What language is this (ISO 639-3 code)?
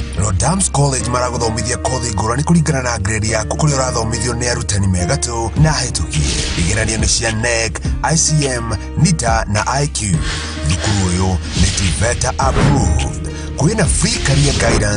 kik